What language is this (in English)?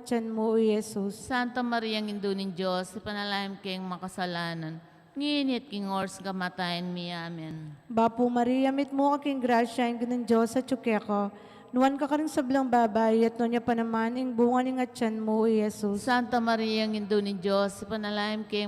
Pampanga